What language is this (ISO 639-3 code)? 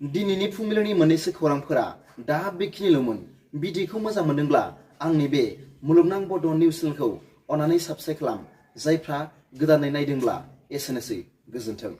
brx